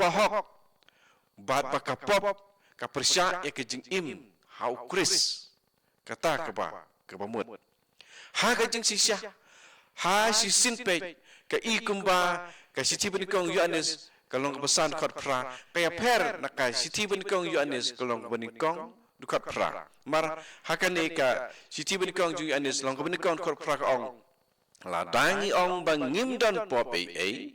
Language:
Khasi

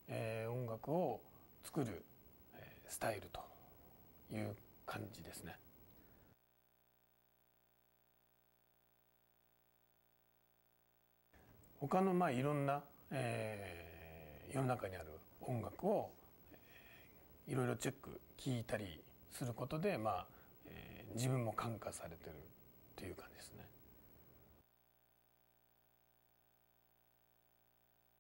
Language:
Japanese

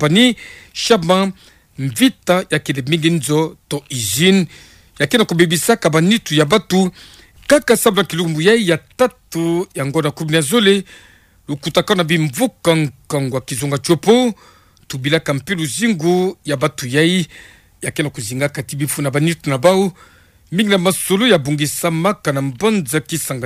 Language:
Kituba (Democratic Republic of Congo)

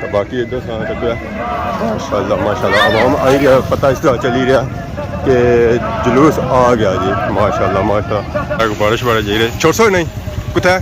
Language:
Pahari-Potwari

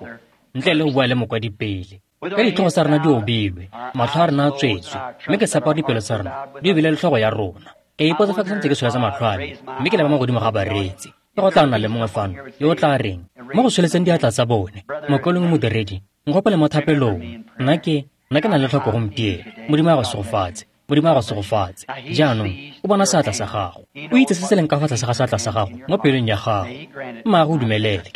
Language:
Tswana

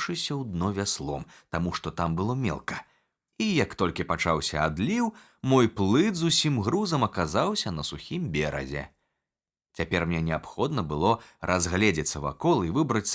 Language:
Belarusian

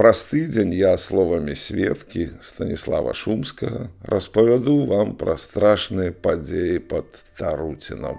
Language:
Belarusian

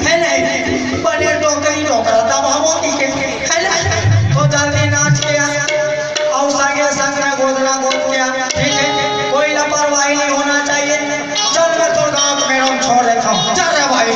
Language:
Chhattisgarhi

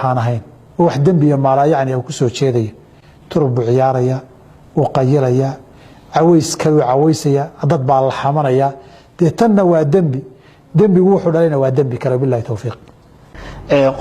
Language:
Somali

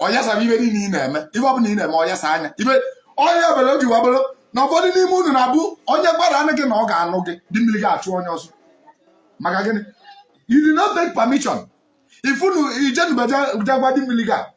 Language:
Igbo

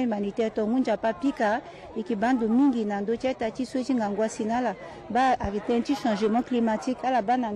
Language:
Sango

